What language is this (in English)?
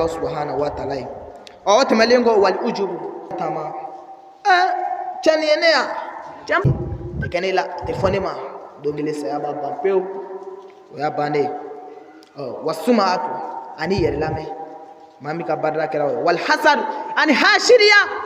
Bambara